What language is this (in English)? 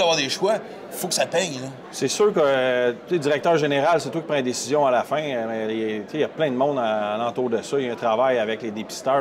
French